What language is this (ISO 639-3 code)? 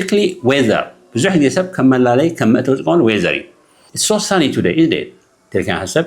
tir